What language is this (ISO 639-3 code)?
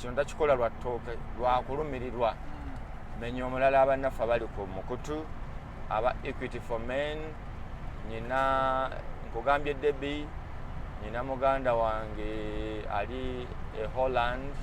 lug